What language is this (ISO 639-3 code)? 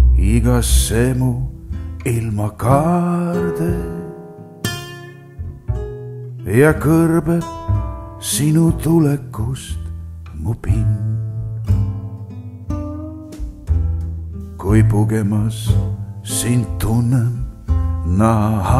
est